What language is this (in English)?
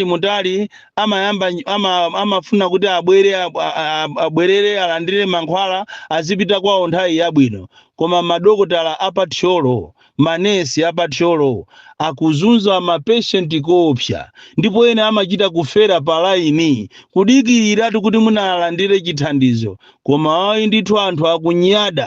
Nyanja